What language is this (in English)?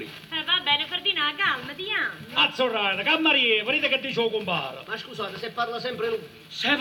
Neapolitan